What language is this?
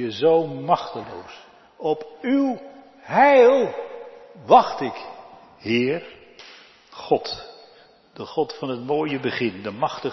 Dutch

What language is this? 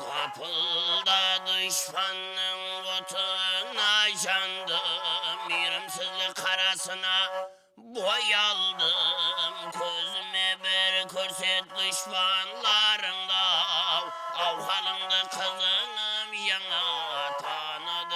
Kara-Kalpak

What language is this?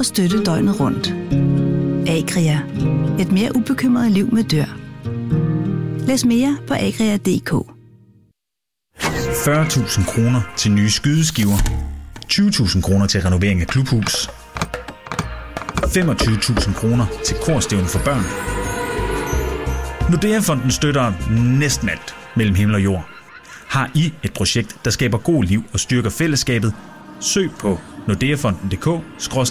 Danish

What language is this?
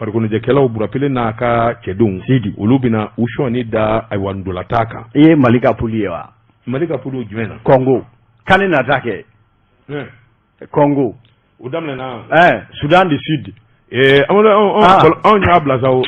Bambara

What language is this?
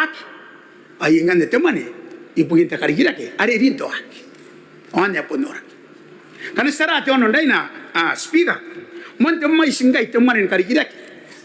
Gilbertese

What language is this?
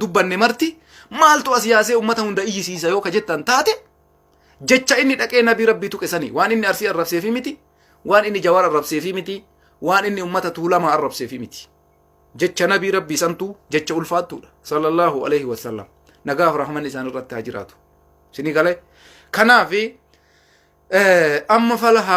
Oromo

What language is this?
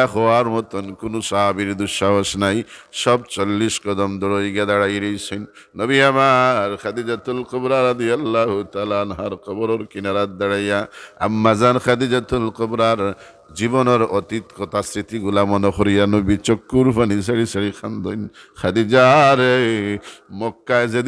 Sylheti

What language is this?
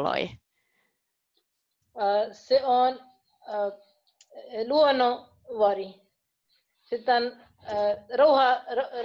Finnish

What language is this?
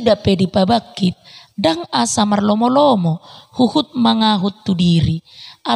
Batak Toba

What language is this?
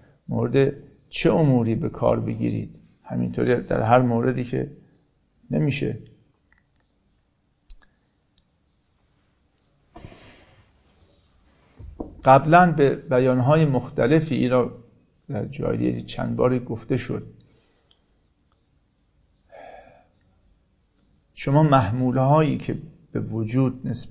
Persian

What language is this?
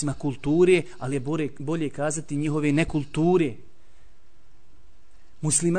Bosnian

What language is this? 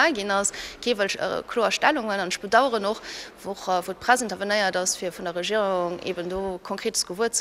Luxembourgish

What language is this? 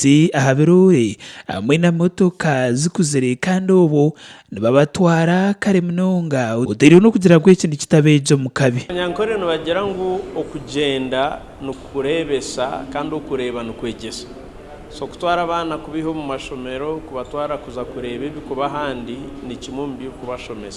Nyankole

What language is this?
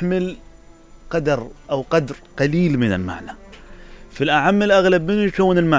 Mesopotamian Arabic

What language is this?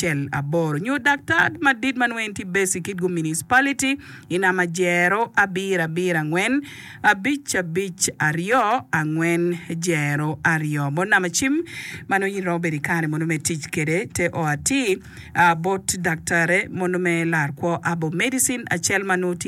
Acoli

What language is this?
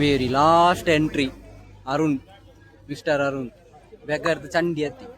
Tulu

